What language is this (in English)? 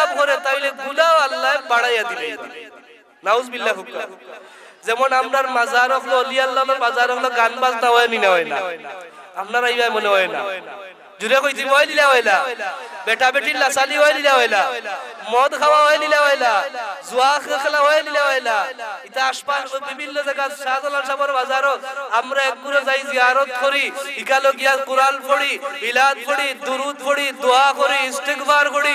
Sylheti